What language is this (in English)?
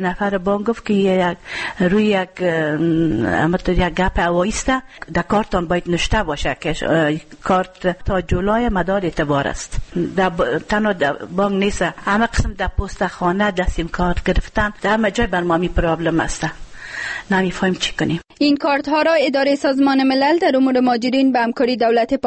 Persian